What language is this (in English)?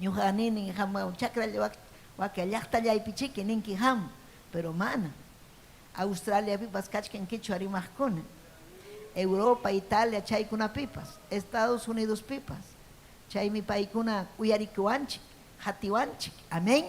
Ayacucho Quechua